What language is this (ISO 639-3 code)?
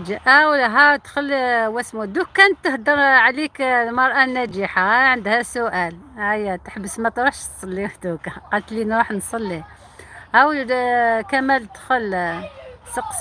arq